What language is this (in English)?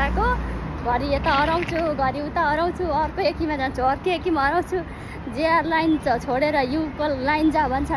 Nepali